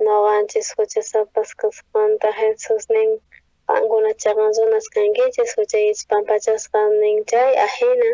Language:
South Bolivian Quechua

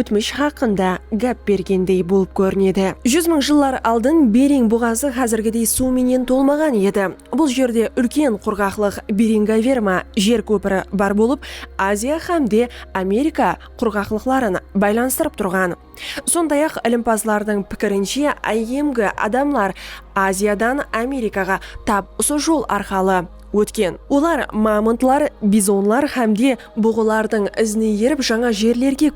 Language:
Kara-Kalpak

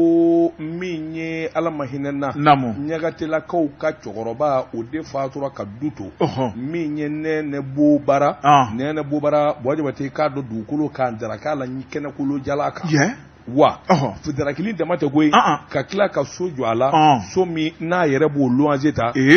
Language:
Bambara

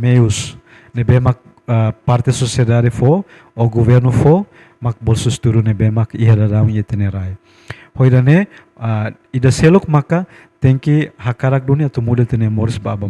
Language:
Tetum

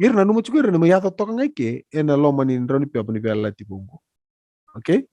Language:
Fijian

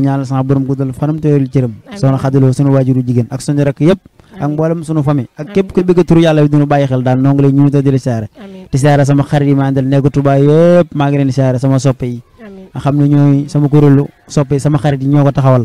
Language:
Wolof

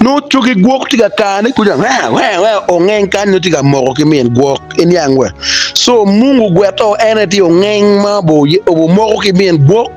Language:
Acoli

